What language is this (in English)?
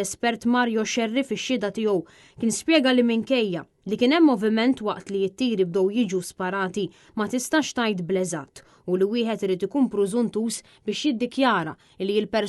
Maltese